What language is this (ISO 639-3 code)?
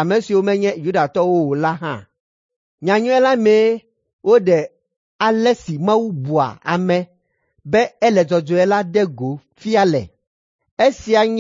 ewe